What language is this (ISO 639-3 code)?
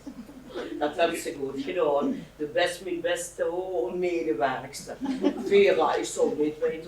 lim